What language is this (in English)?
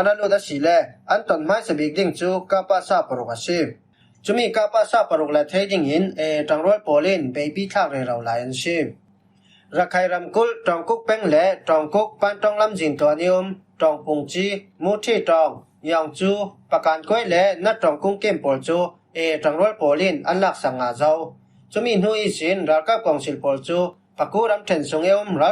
Falam Chin